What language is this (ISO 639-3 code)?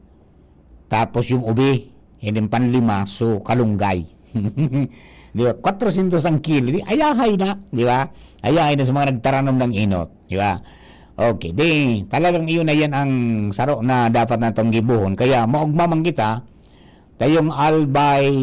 bik